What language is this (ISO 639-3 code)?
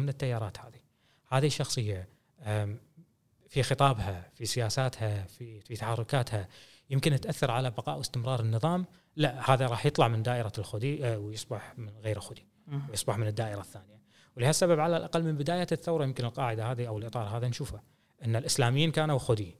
afb